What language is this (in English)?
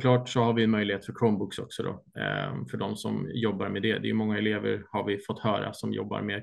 Swedish